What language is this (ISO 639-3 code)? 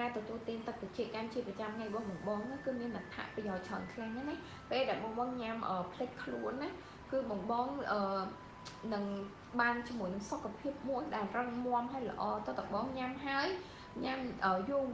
khm